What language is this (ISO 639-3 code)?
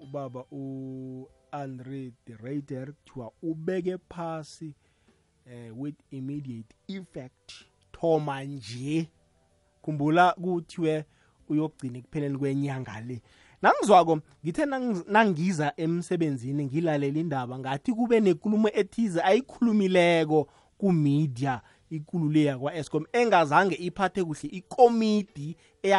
nbl